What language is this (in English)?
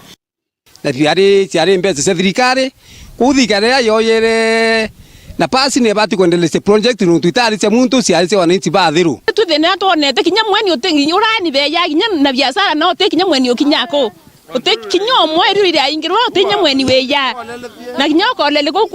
Meru